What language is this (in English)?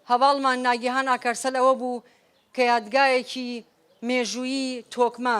Central Kurdish